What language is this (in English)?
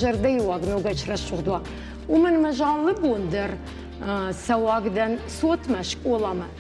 Ossetic